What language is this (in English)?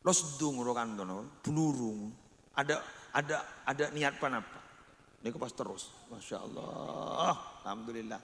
Madurese